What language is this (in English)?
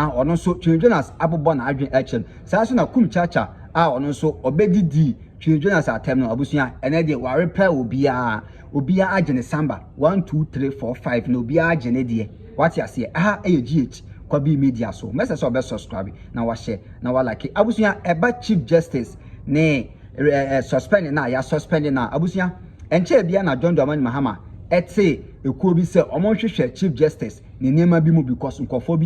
Akan